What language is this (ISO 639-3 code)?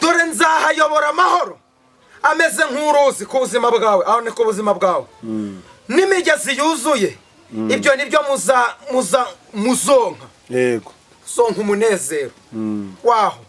kin